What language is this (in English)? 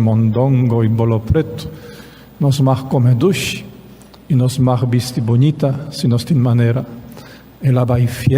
Papiamento